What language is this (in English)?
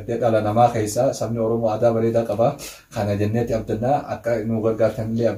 Oromo